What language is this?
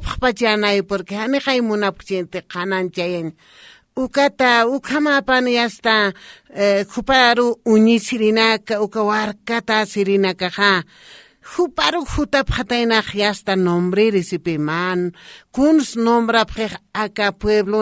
Aymara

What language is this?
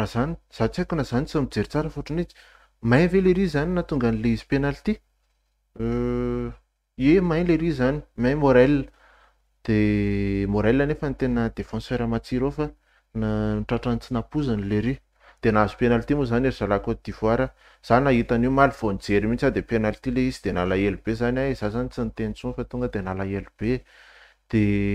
Malagasy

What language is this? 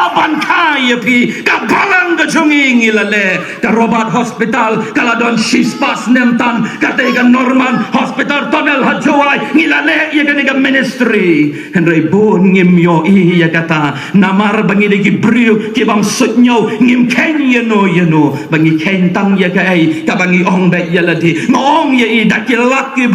Khasi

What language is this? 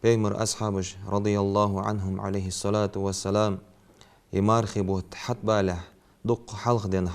Ingush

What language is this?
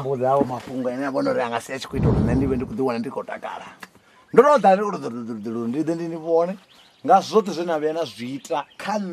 Venda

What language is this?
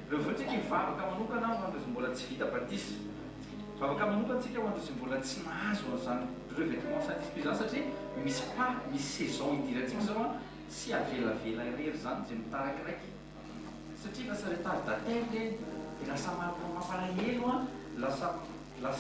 Malagasy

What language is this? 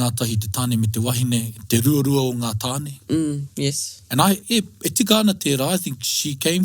Māori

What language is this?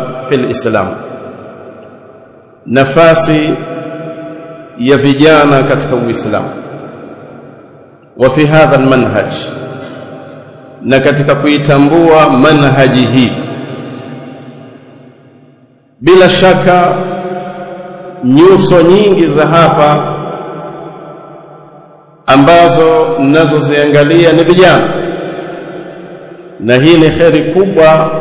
Swahili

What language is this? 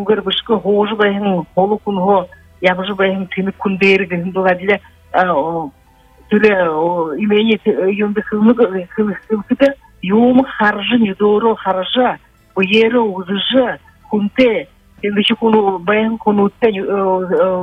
Buriat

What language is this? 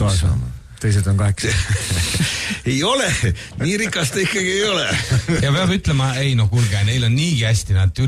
Estonian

